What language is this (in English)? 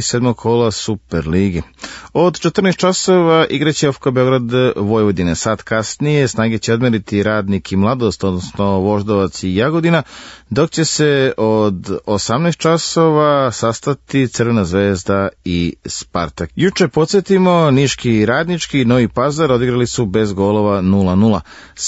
Serbian